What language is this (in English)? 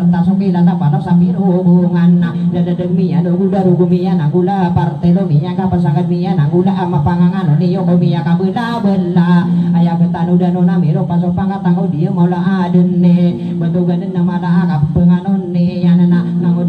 Maranao